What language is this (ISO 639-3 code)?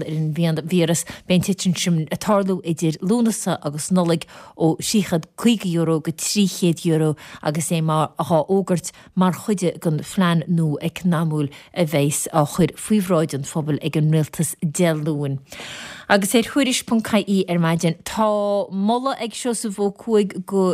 gle